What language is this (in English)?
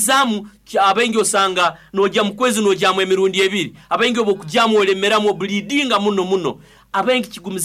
Nyoro